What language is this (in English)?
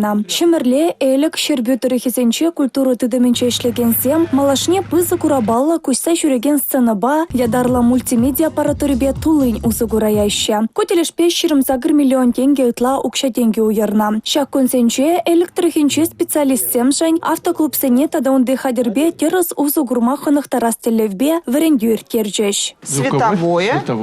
Chuvash